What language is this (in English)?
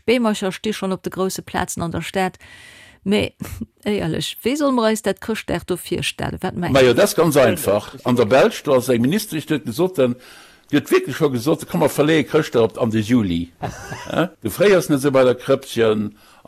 Luxembourgish